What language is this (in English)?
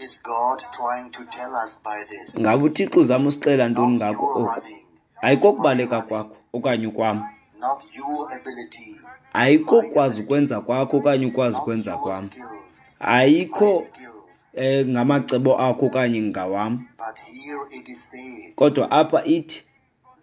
Xhosa